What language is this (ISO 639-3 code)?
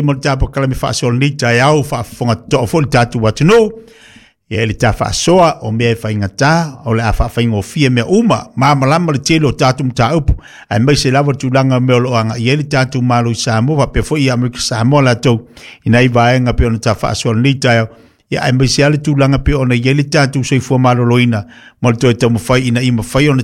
smo